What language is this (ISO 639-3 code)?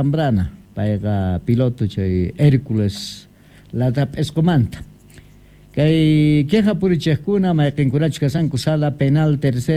que